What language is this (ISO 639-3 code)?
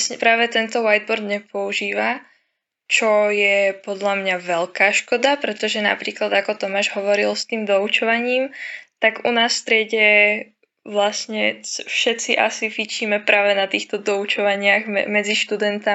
slk